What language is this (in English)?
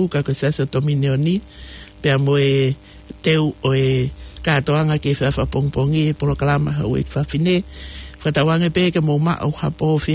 Tongan